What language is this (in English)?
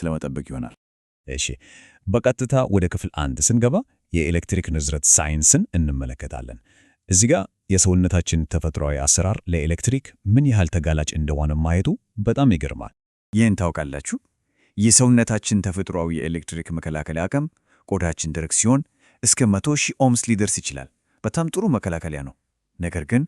Amharic